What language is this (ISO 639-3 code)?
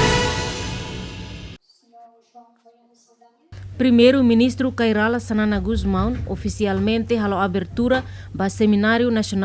tet